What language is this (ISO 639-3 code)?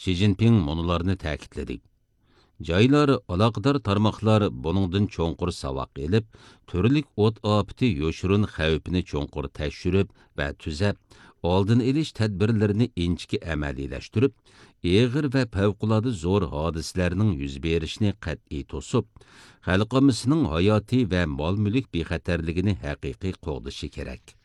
uig